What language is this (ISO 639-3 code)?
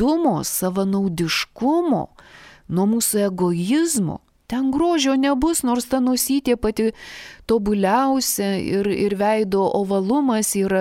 lit